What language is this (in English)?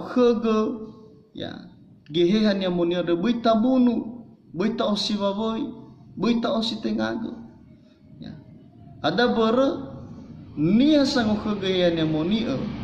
Nias